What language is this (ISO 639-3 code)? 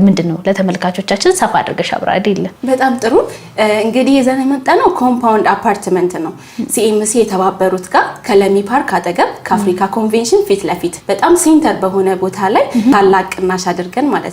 amh